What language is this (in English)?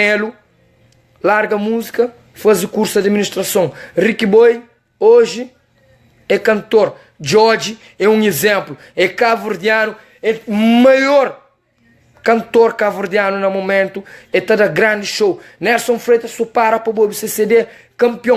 Kabuverdianu